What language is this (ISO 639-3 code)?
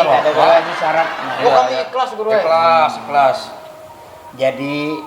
bjn